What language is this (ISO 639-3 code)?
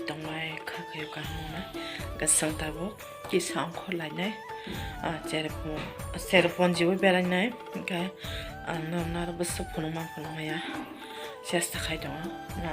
trp